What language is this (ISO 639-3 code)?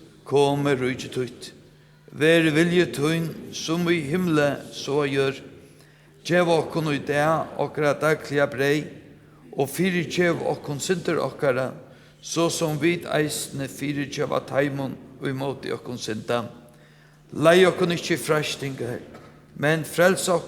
fao